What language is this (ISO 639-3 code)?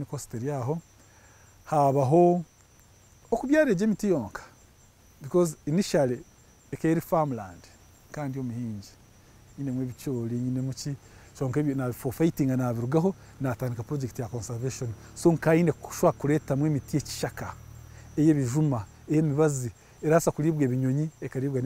nyn